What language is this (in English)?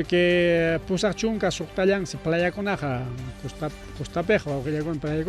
Ayacucho Quechua